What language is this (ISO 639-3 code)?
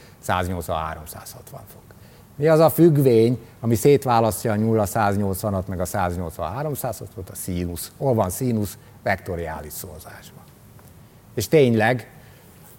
hun